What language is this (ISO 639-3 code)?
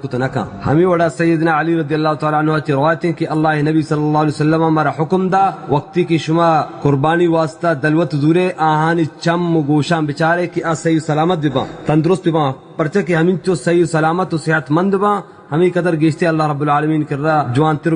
bal